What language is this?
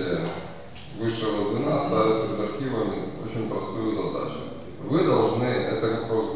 Russian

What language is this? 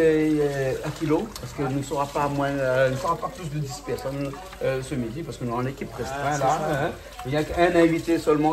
Réunion Creole French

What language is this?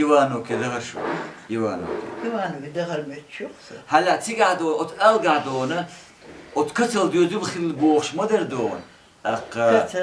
Chechen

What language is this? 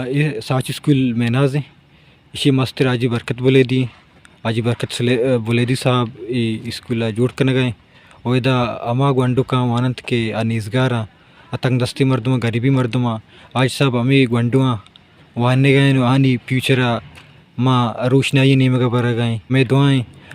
Baluchi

